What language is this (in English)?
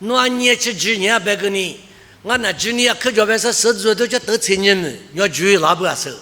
Lisu